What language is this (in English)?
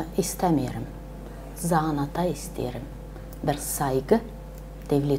Gagauz